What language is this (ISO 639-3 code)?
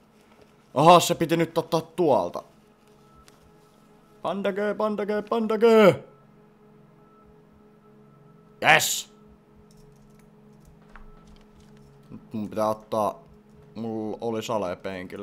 fin